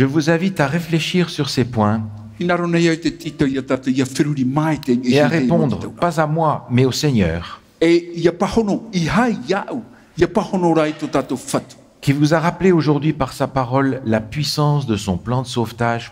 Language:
Tahitian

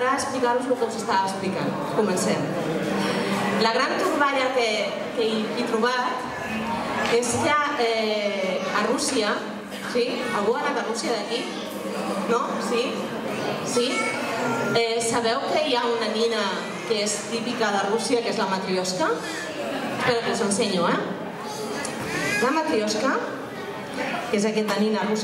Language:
Catalan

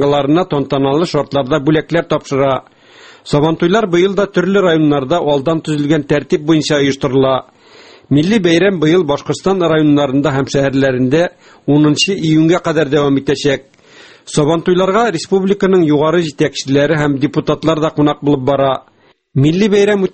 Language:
Tatar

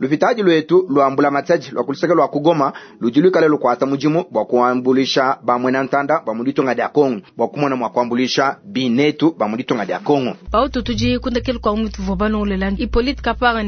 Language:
Luba-Lulua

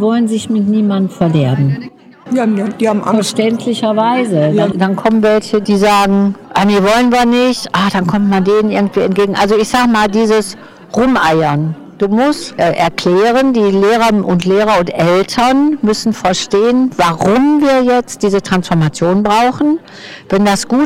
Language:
German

